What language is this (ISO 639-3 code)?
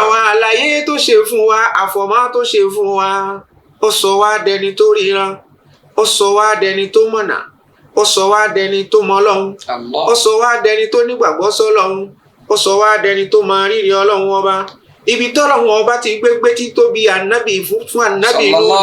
yor